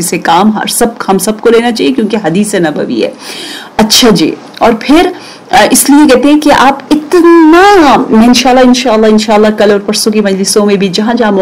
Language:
Urdu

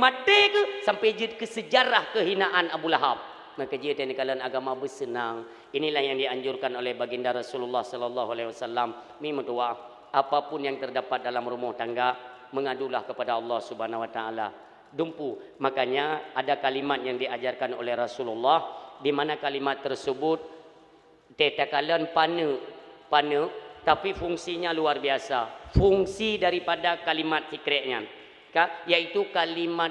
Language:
Achinese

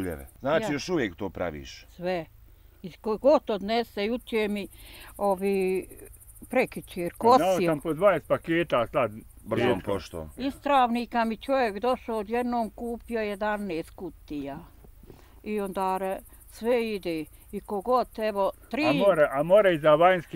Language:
Bosnian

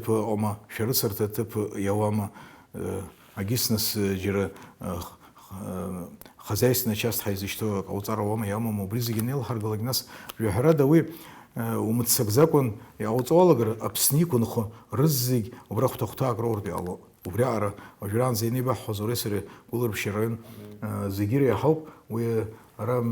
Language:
Abkhazian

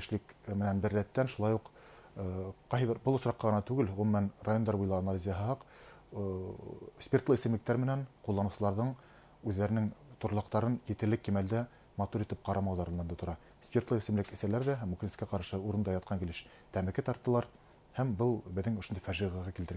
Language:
Bashkir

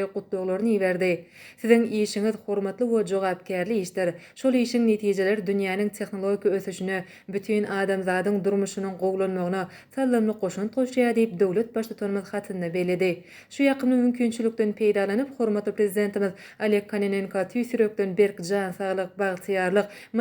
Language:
Turkmen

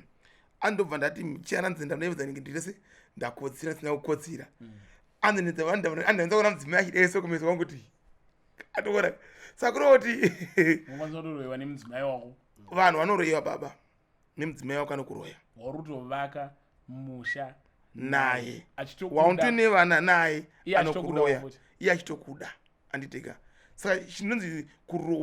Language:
Shona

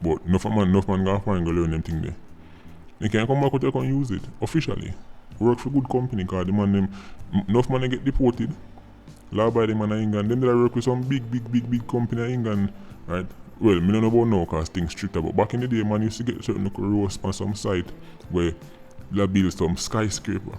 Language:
Jamaican Creole English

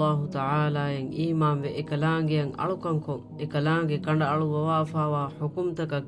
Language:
Divehi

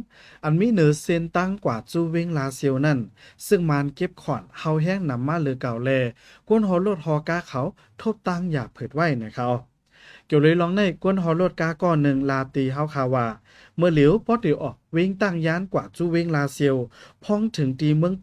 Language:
Shan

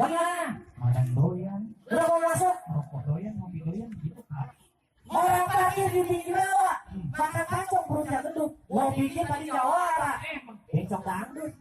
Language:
Betawi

